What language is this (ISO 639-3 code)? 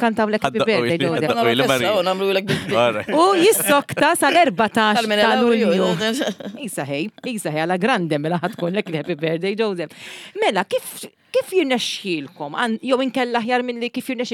mlt